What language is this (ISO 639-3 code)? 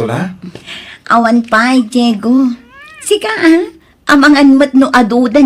ilo